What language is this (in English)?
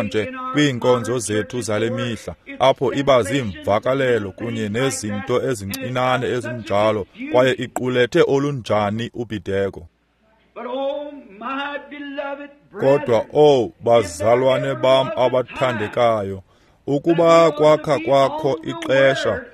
Xhosa